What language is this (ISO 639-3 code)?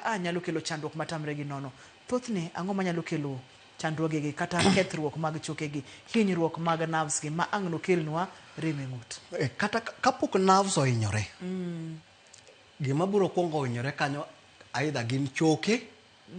luo